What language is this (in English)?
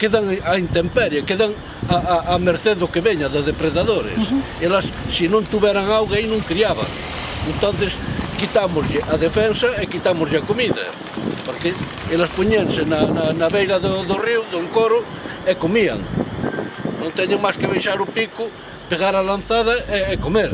Galician